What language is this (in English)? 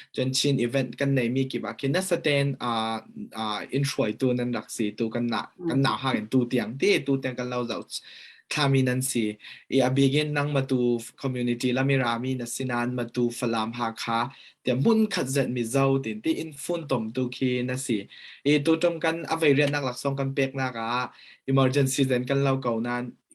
Falam Chin